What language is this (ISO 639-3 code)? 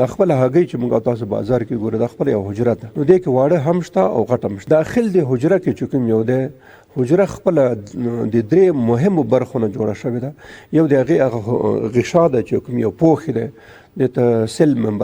pus